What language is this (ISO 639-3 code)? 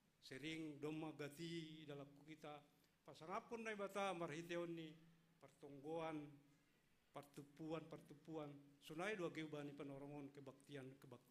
bts